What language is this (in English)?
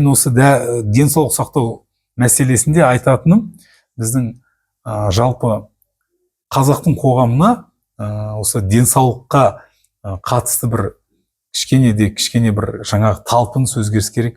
Kazakh